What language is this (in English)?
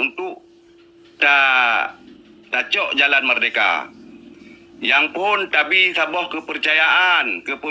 Achinese